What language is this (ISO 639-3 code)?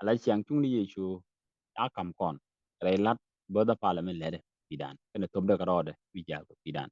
nus